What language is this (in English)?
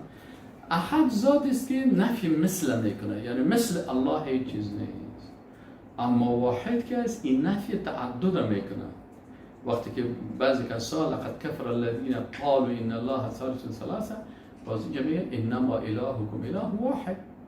Persian